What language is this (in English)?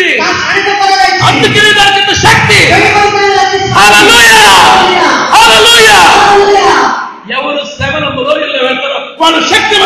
Telugu